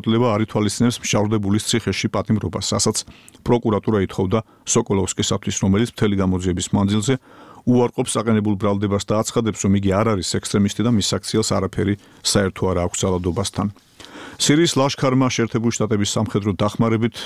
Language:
Georgian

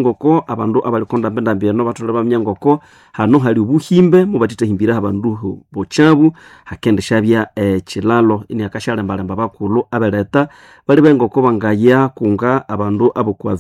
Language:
Nande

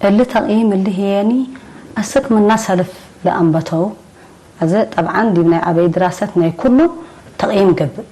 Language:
Tigre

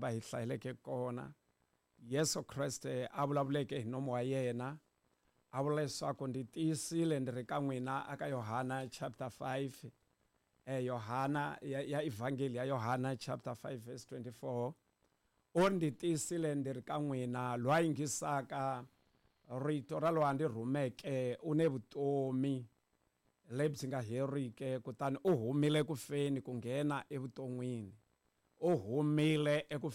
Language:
Tsonga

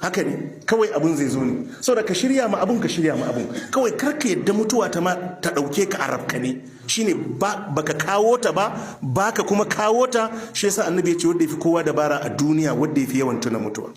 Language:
Hausa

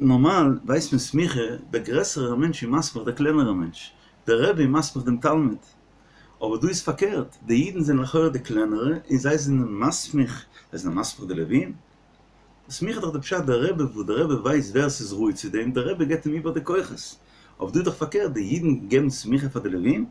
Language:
Yiddish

